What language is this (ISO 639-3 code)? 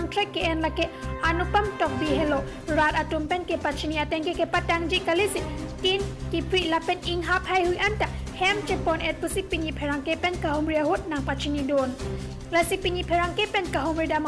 mjw